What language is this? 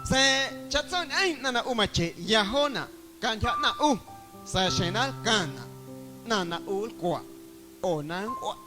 Guerrero Amuzgo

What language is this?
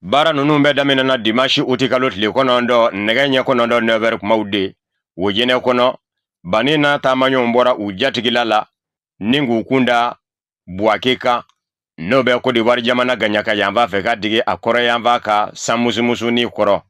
Bambara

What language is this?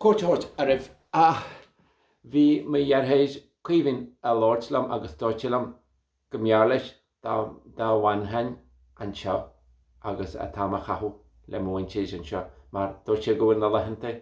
Irish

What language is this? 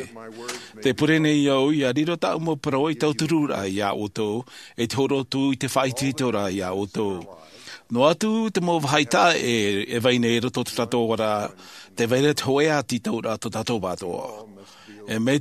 Tahitian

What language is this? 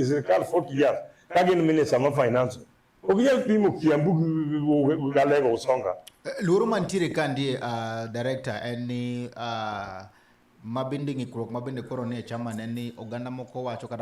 Luo (Kenya and Tanzania)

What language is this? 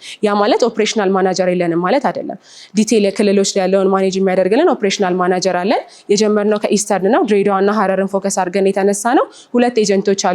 Amharic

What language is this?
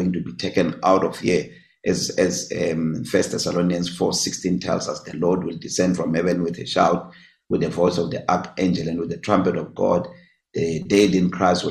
English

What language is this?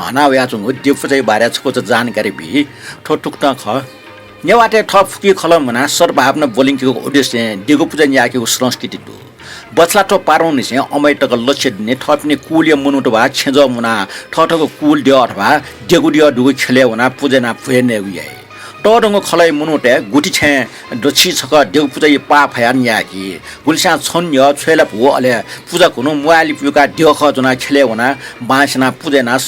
Newari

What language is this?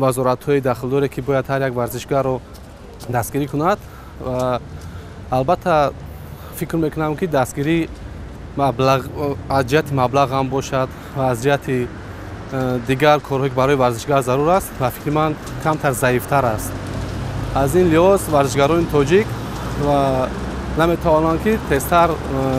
Tajik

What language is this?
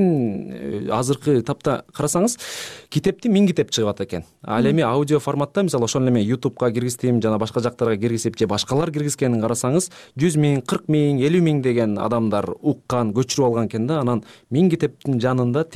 Kyrgyz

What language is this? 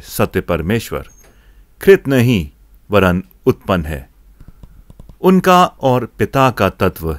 Hindi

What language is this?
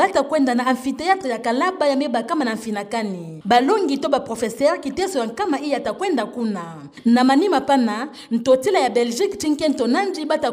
Kituba (Democratic Republic of Congo)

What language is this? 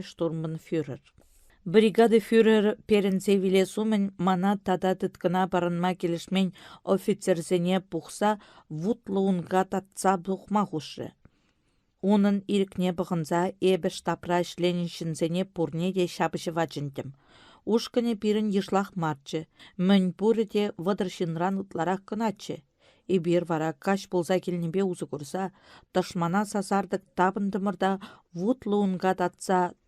Chuvash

